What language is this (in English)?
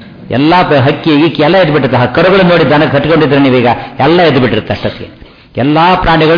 Kannada